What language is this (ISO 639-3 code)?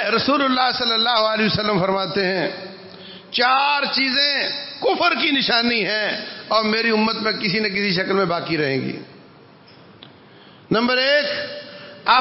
urd